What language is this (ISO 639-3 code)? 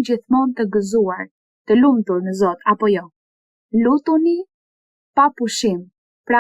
sqi